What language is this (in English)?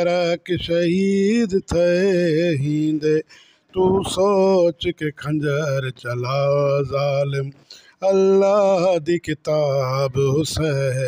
Saraiki